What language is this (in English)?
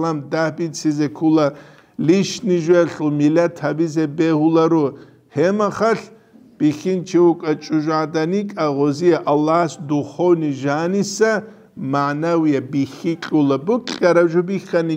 Avaric